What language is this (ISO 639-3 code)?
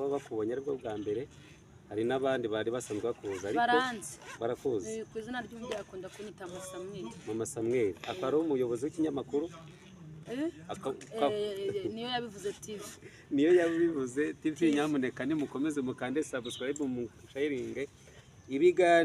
kin